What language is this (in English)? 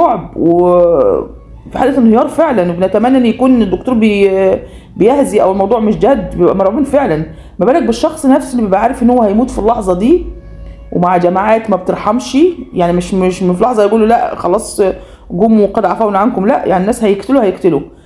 Egyptian Arabic